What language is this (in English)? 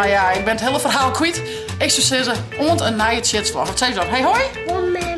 Western Frisian